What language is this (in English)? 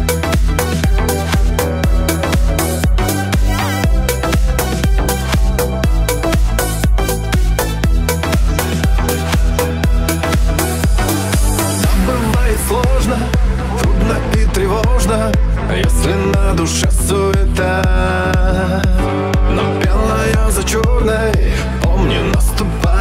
Russian